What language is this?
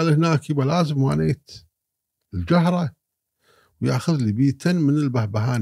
Gulf Arabic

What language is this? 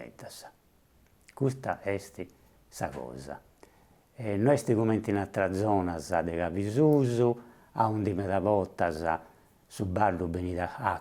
Sardinian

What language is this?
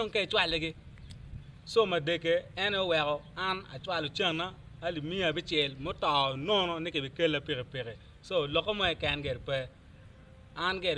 Acoli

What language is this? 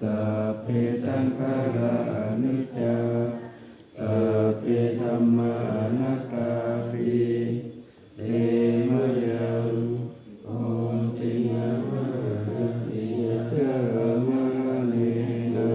Pali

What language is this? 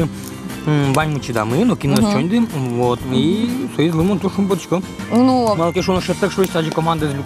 Udmurt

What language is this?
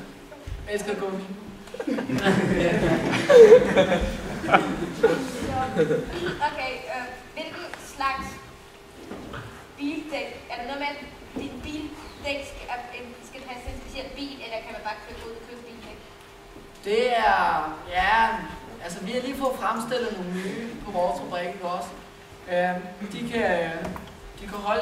Danish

